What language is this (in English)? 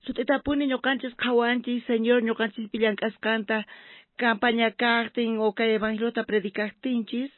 South Bolivian Quechua